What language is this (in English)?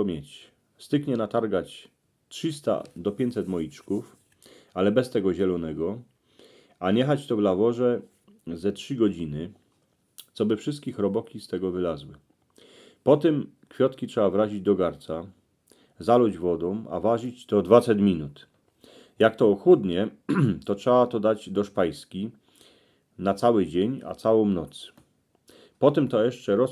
Silesian